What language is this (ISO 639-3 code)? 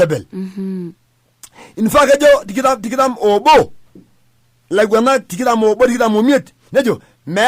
mas